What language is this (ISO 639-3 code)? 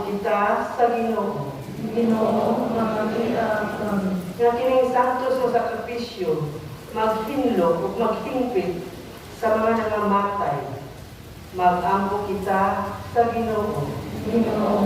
ceb